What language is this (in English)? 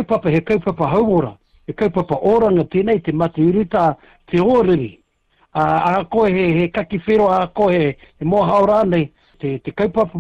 Māori